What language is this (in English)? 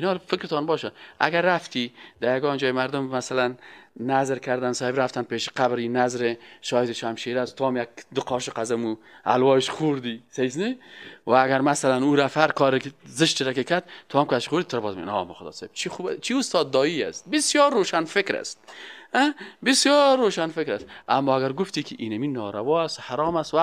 Persian